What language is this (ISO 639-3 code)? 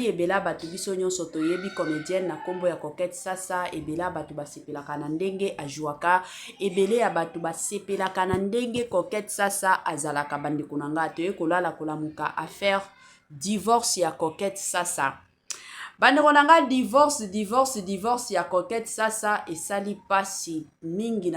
lin